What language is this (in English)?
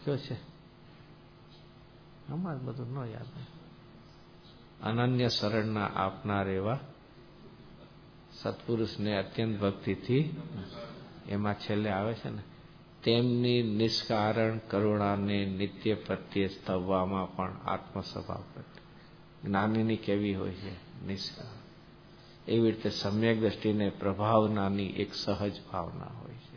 Gujarati